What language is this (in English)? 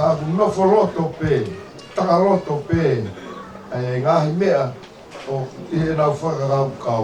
Tongan